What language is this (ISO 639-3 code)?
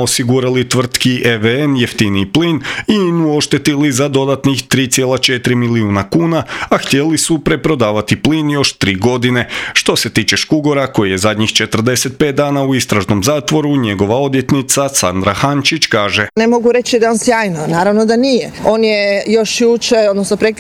hrv